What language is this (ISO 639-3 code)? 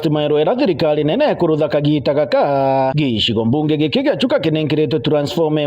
mer